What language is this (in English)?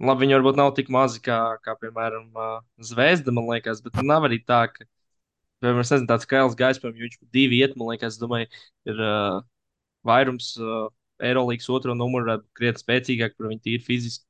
Latvian